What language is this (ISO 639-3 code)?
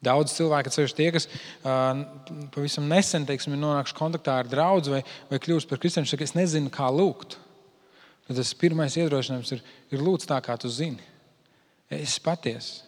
lav